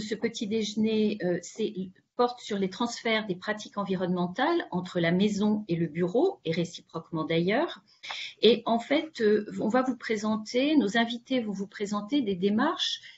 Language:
French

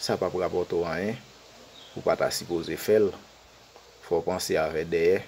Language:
Haitian Creole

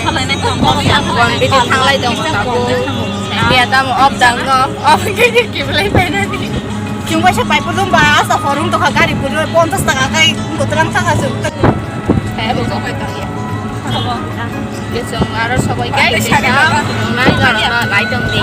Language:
Kok Borok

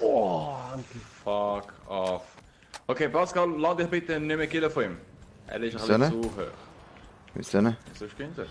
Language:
Swiss German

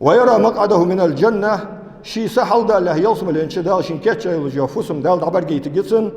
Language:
Ingush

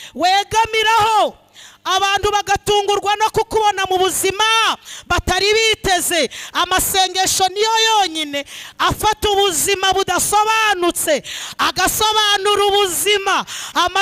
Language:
Kinyarwanda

